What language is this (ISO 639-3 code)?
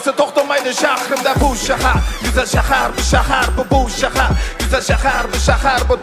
uig